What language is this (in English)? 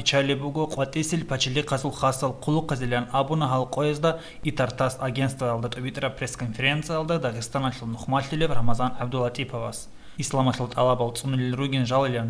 Avaric